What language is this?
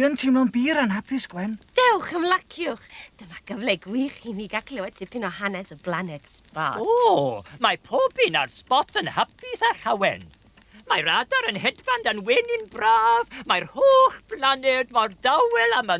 Welsh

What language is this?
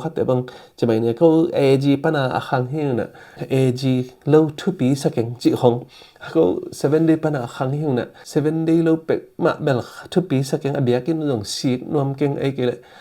Tedim Chin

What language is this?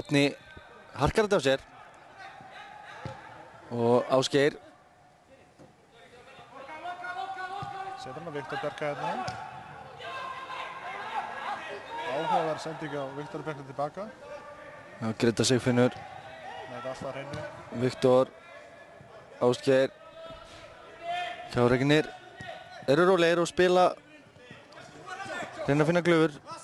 Icelandic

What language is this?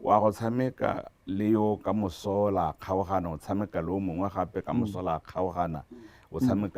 Tswana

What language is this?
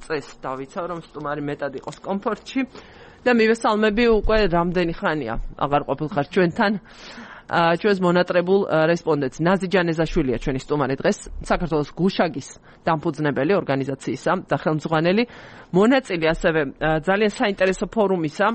Georgian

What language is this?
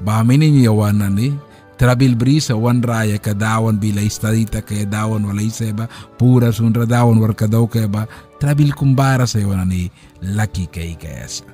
Mískito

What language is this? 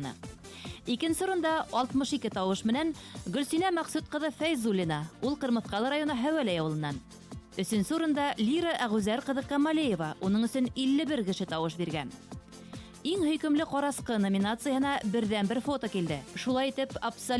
Bashkir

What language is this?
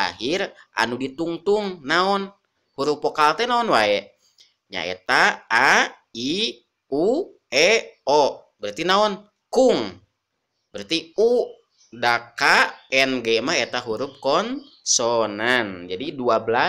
Sundanese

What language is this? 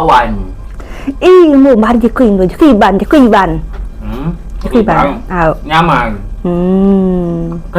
Iban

